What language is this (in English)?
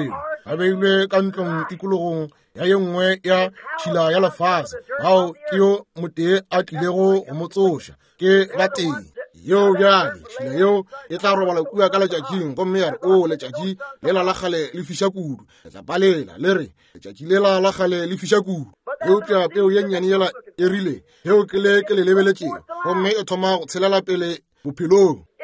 Northern Sotho